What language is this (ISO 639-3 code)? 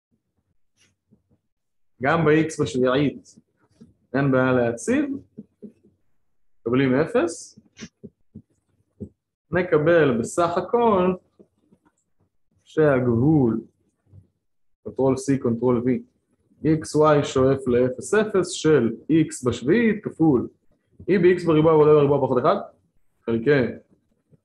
heb